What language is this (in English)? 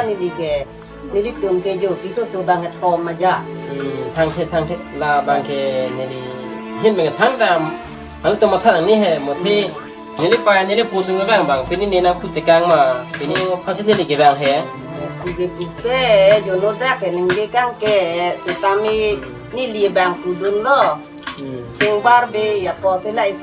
Karbi